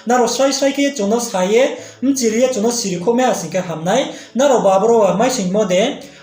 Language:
Riang (India)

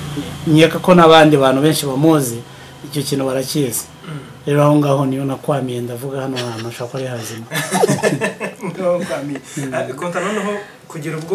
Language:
Kinyarwanda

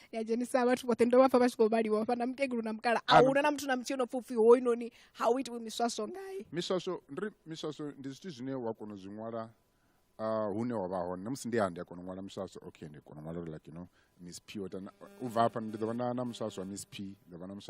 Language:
Venda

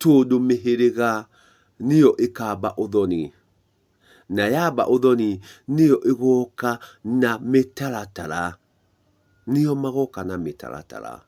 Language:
Kikuyu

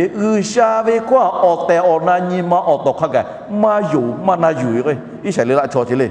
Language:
Lahu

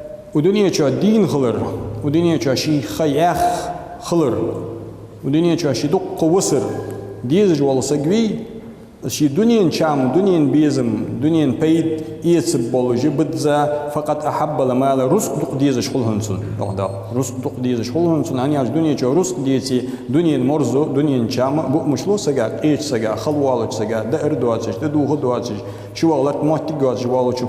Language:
Ingush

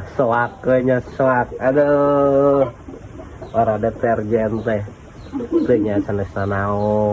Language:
Sundanese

